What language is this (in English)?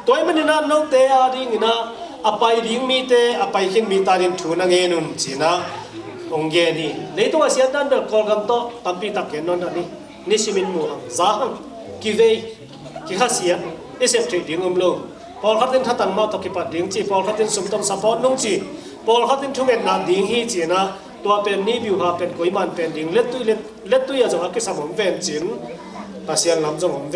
Tedim Chin